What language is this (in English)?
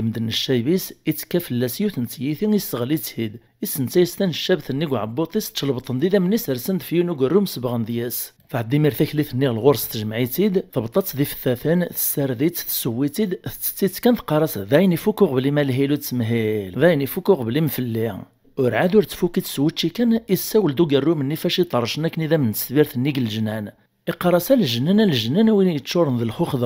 Kabyle